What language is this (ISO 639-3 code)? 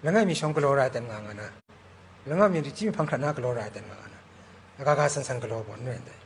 kac